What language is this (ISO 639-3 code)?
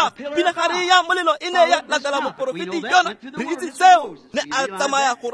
tsn